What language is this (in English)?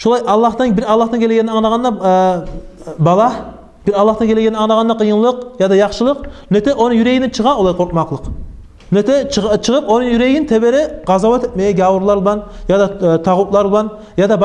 Kumyk